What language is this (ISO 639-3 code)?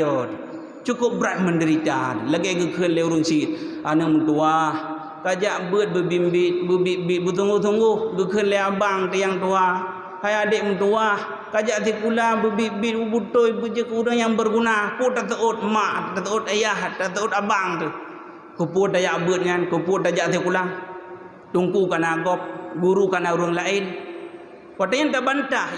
ace